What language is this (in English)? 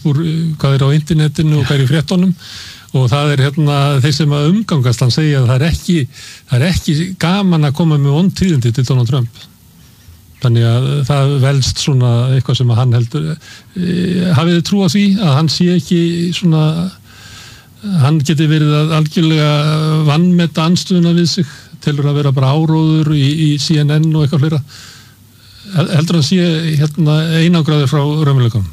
Icelandic